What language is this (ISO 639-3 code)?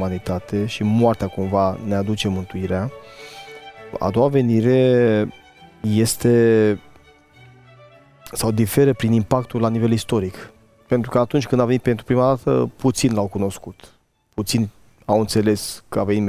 ron